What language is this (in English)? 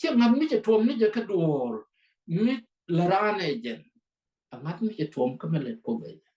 Nuer